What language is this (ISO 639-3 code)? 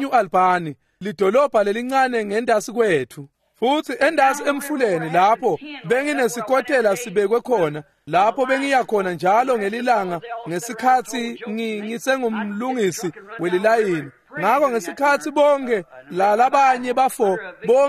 ssw